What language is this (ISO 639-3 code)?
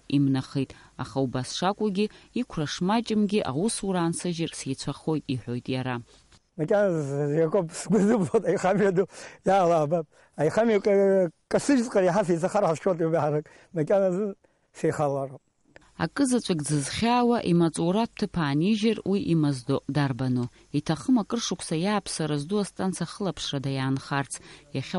abk